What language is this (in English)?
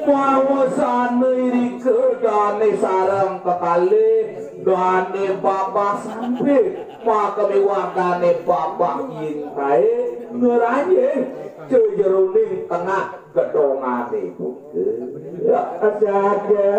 Balinese